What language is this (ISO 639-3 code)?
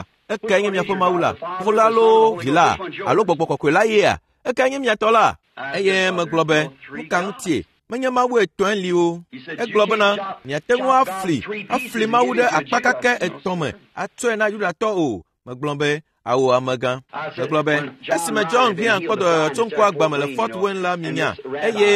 ewe